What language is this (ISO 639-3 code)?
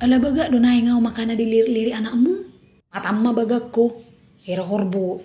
bbc